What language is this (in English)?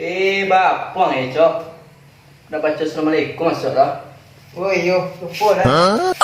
Minangkabau